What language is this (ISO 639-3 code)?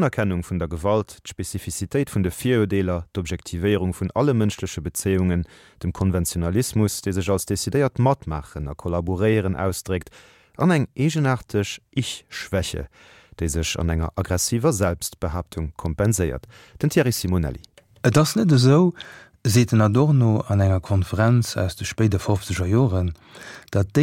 ltz